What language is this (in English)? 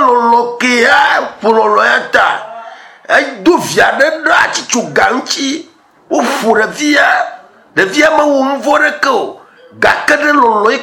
Ewe